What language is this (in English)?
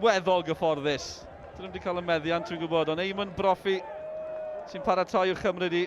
Welsh